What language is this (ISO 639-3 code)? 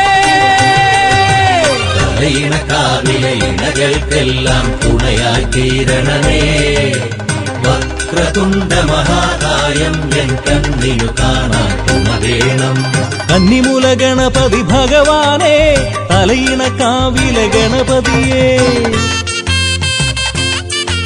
mal